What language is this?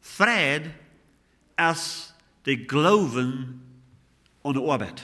Plautdietsch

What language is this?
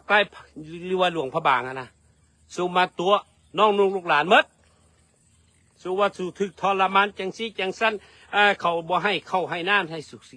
Lao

